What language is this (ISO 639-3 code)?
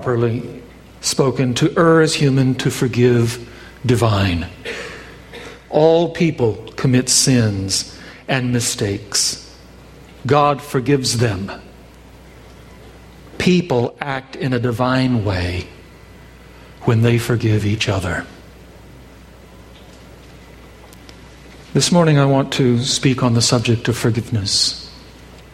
eng